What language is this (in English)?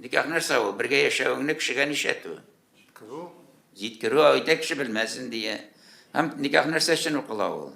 Tatar